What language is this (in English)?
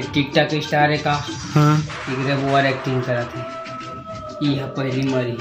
Chhattisgarhi